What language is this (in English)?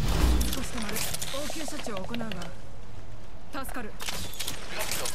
Japanese